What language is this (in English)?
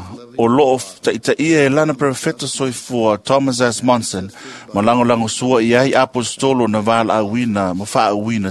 Samoan